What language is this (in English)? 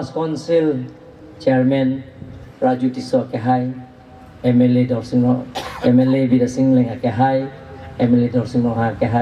Karbi